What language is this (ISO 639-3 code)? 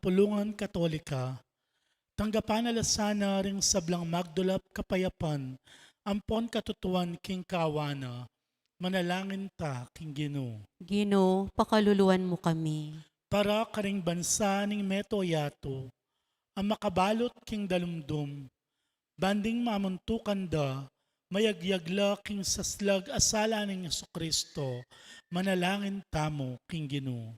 pam